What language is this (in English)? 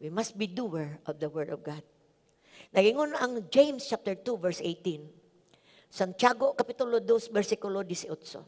Cebuano